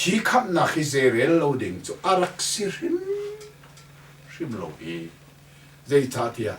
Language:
Hakha Chin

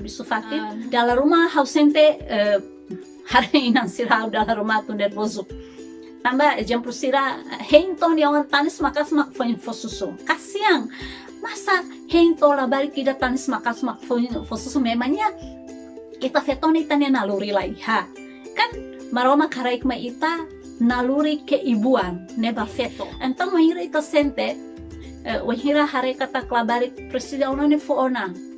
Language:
Tetum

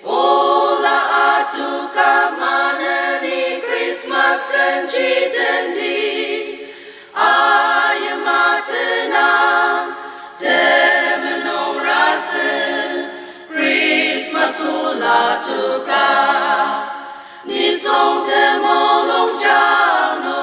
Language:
Ao Naga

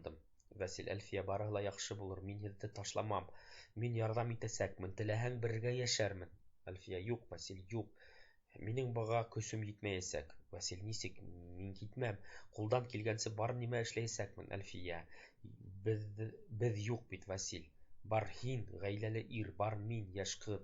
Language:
Bashkir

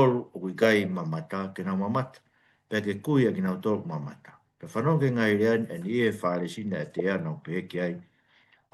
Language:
Tongan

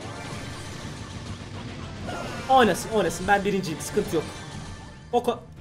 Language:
Turkish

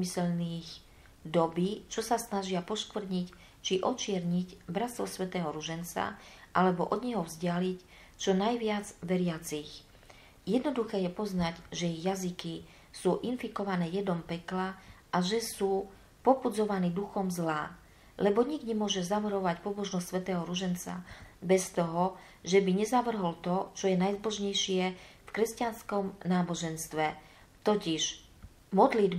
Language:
Slovak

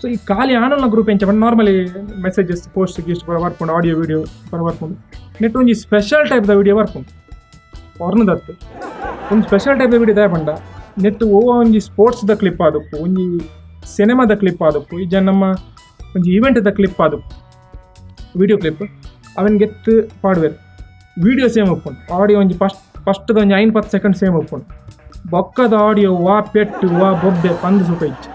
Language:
Tulu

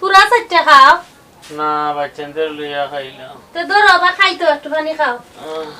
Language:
Sylheti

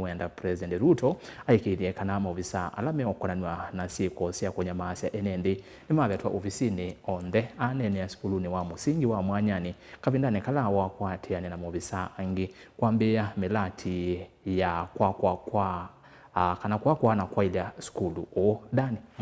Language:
Kamba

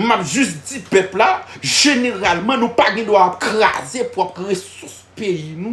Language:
Haitian Creole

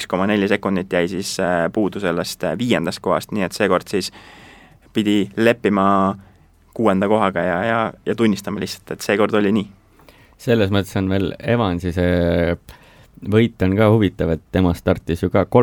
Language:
Estonian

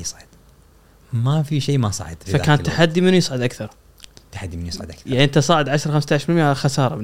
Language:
Gulf Arabic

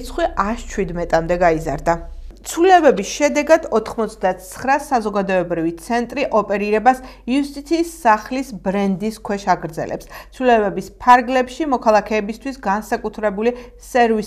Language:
Georgian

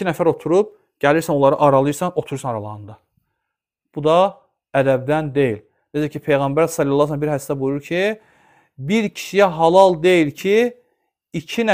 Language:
Azerbaijani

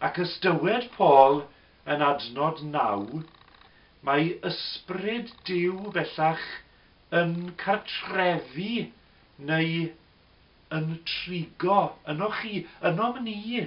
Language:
Welsh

